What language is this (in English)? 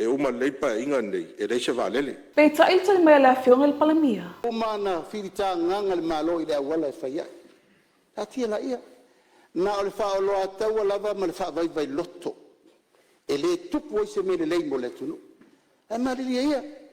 Samoan